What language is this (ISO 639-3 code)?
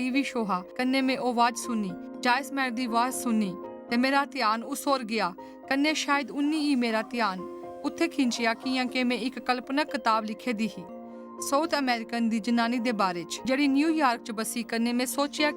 doi